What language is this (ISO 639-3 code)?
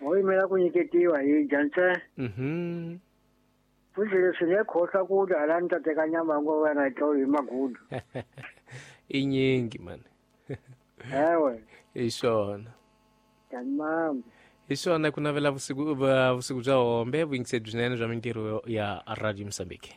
tso